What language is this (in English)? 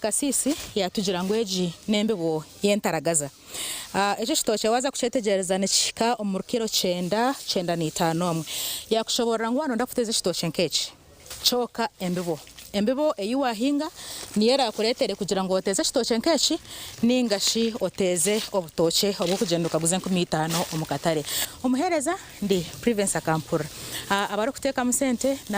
Nyankole